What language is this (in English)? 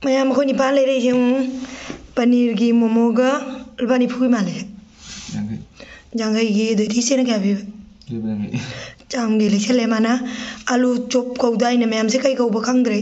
Manipuri